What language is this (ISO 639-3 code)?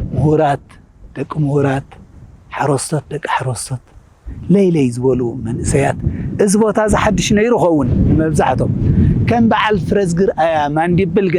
tir